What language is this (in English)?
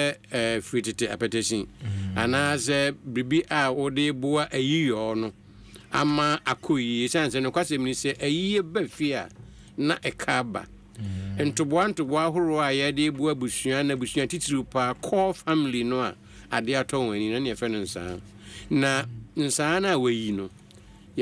Akan